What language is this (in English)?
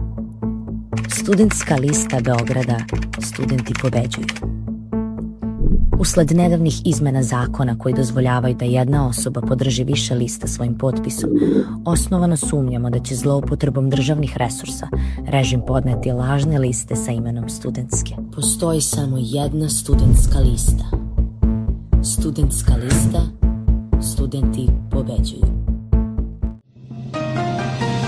Serbian